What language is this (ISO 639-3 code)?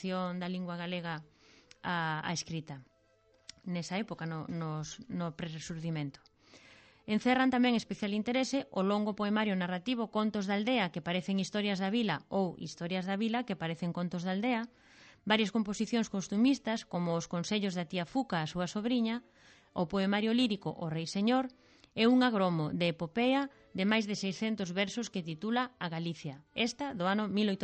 glg